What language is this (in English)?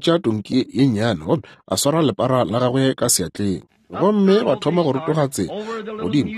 Northern Sotho